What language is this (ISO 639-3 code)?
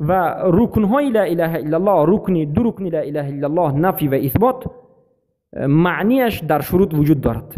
tgk